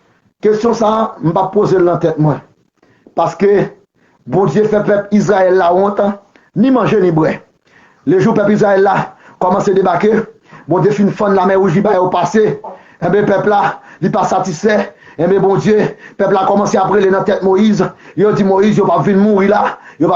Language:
Haitian Creole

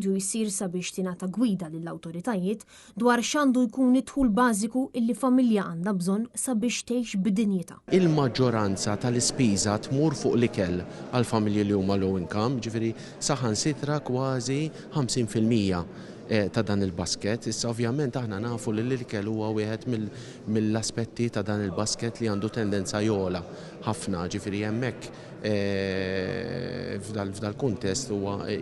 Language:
Maltese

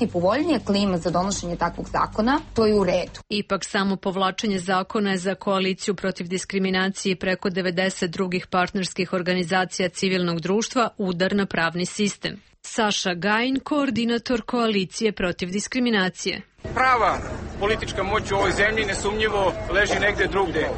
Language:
Serbian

